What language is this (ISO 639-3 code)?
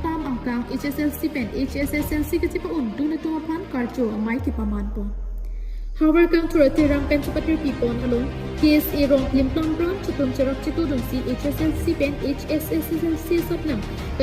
mjw